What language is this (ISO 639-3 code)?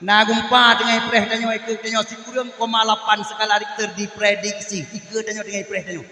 ace